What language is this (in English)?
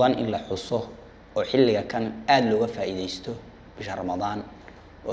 Somali